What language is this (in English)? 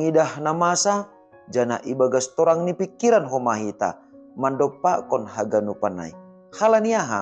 Batak Simalungun